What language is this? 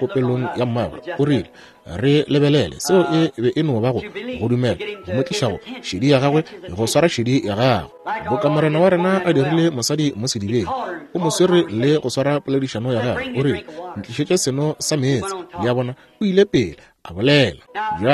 Northern Sotho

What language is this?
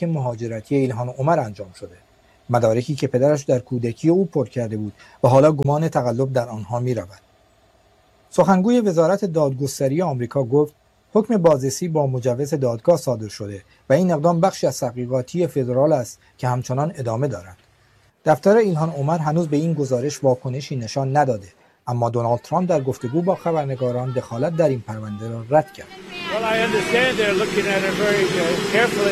Persian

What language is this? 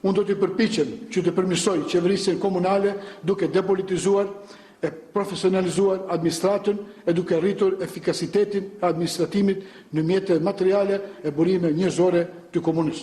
Albanian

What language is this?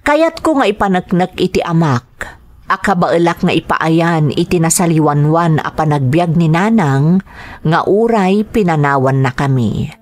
Iloko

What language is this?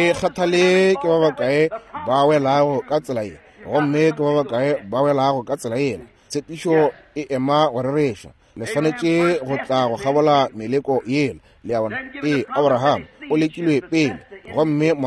Northern Sotho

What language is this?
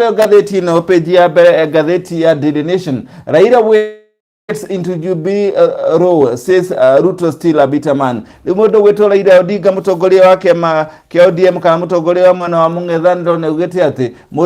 Kikuyu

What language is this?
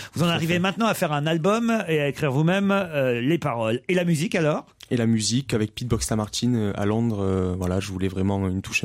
French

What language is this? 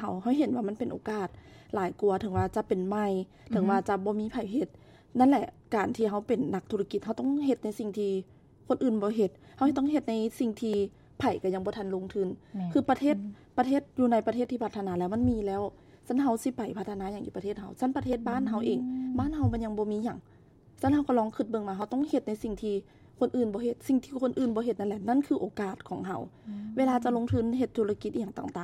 Lao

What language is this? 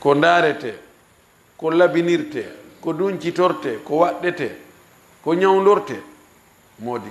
Fula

